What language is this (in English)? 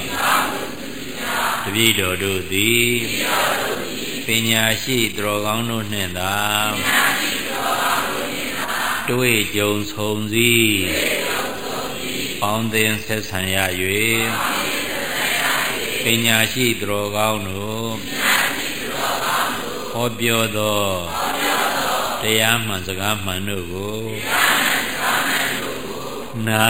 Burmese